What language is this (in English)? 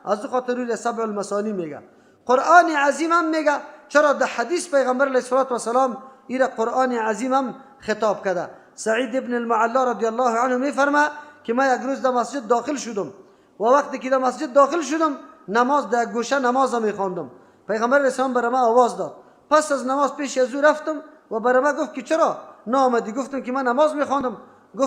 Persian